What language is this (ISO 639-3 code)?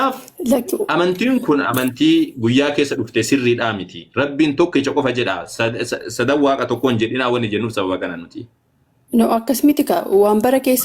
orm